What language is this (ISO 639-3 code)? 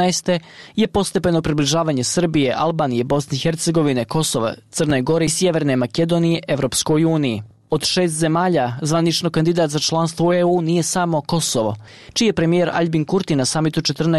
bos